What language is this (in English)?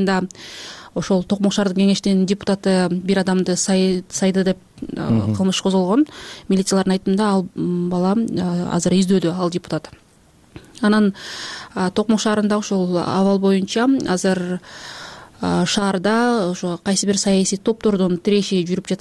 Kyrgyz